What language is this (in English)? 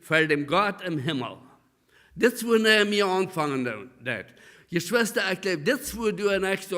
Plautdietsch